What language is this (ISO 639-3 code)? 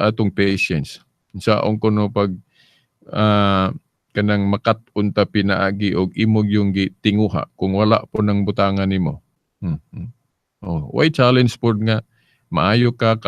ceb